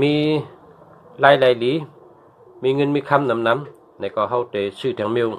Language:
Shan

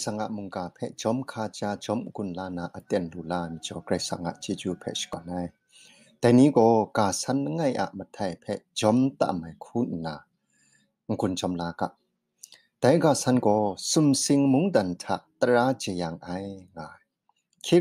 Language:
Kachin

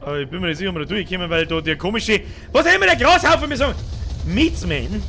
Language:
Bavarian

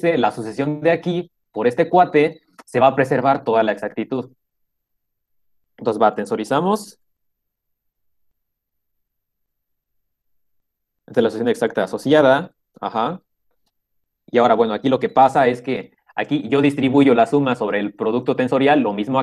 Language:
Spanish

